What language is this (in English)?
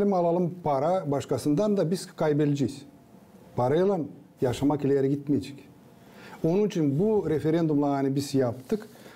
Gagauz